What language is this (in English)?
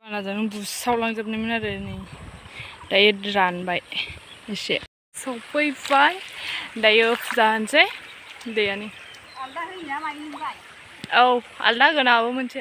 Bodo